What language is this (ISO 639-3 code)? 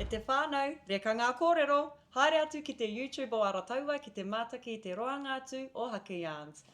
mri